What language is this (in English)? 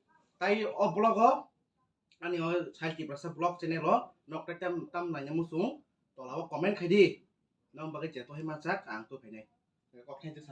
Kok Borok